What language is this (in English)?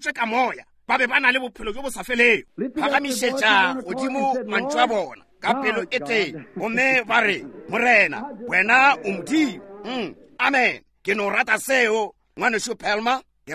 Northern Sotho